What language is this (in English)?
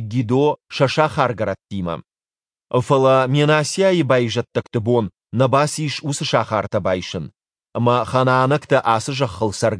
Ossetic